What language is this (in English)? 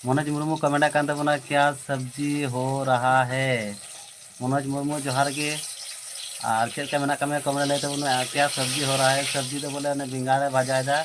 Santali